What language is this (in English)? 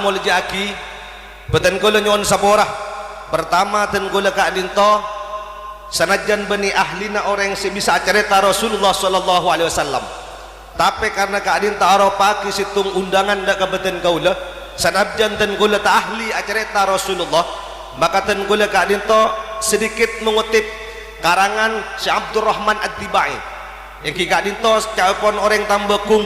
Madurese